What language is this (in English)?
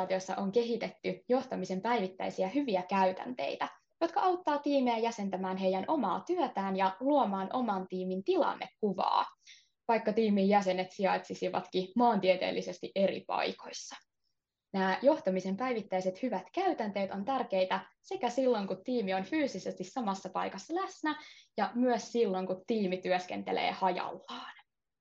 Finnish